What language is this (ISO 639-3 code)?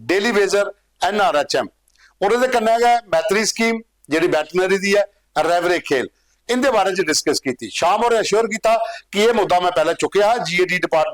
doi